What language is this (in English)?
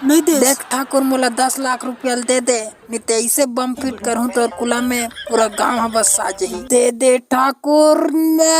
Chhattisgarhi